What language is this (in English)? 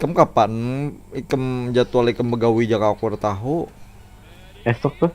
Banjar